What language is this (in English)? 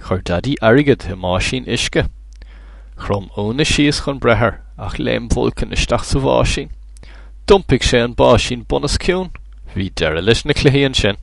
Irish